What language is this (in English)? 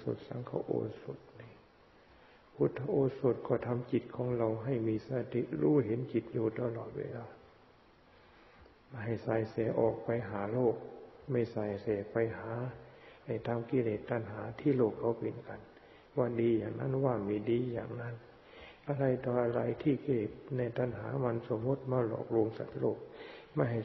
Thai